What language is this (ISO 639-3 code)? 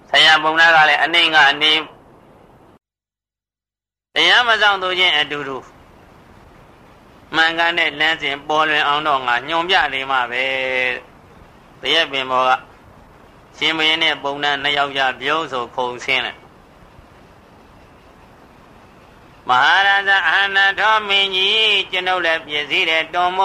mya